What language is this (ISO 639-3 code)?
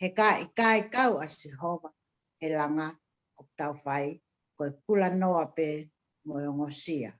ton